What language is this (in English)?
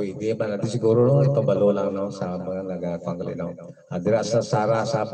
Hiligaynon